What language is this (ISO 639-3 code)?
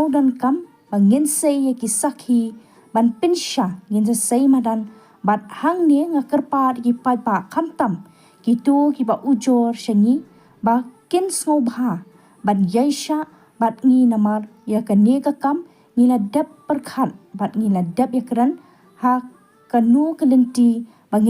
kha